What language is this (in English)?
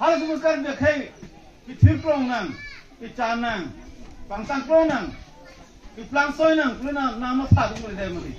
Karbi